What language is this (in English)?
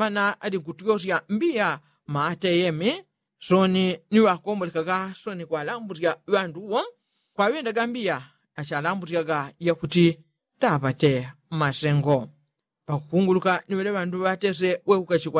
Yao